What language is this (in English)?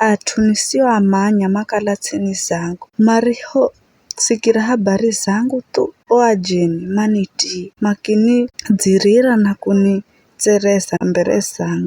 Giryama